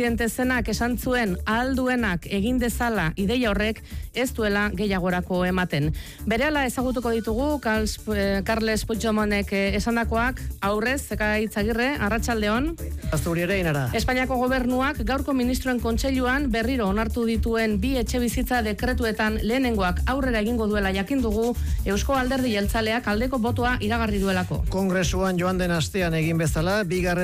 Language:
Basque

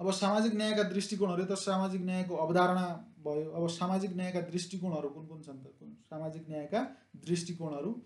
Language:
Nepali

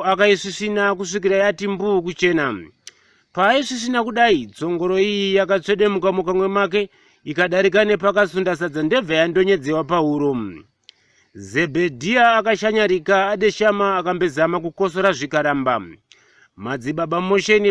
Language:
Shona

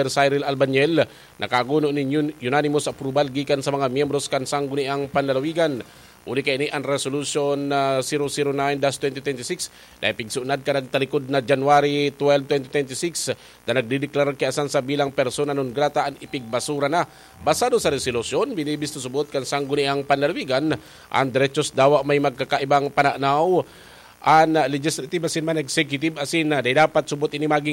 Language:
Bikol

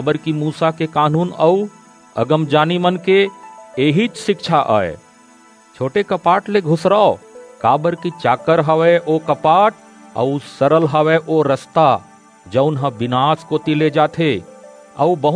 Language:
Chhattisgarhi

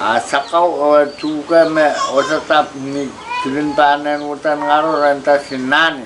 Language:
Pohnpeian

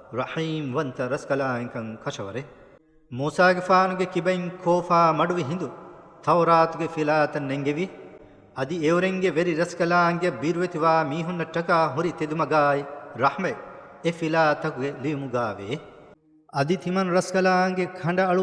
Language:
Divehi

